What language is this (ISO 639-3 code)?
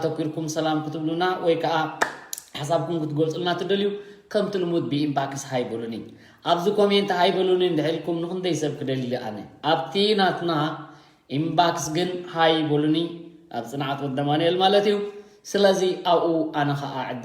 tir